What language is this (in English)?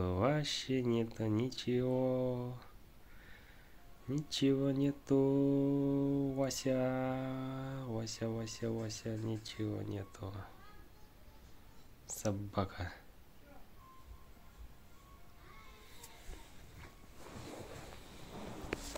Russian